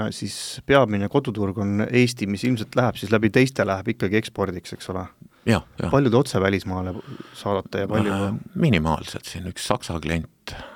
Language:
Estonian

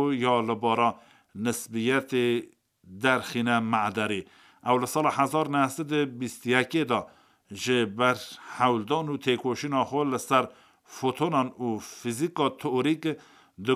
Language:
Kurdish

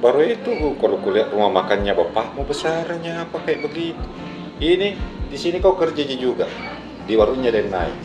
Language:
Makassar Malay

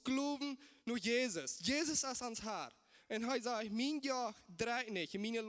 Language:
Plautdietsch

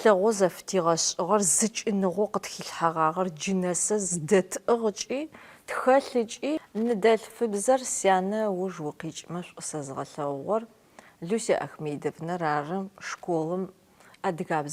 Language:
Adyghe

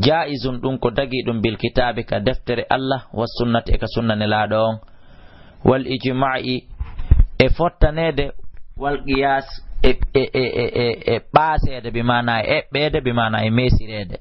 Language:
Fula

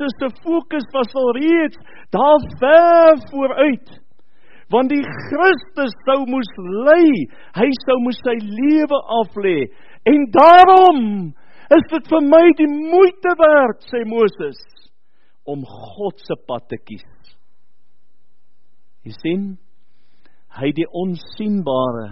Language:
Afrikaans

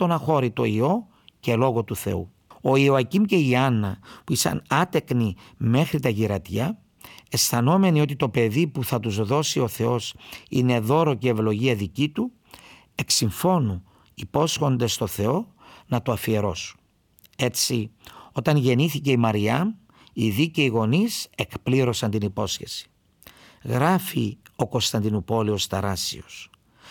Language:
Greek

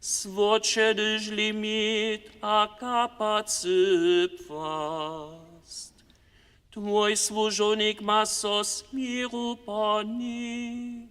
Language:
Upper Sorbian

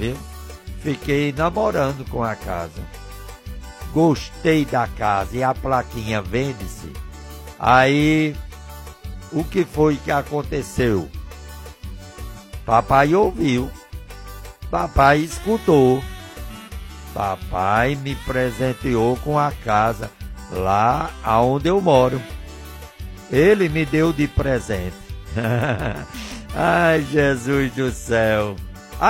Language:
Portuguese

